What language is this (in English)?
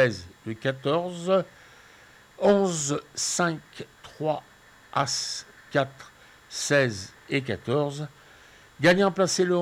French